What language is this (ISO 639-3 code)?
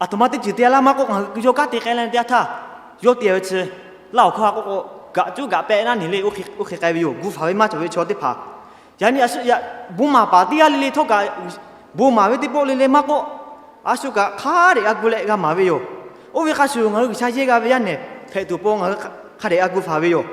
lhu